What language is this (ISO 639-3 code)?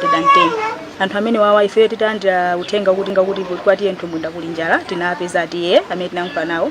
nya